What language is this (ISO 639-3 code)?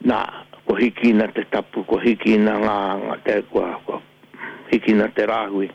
mri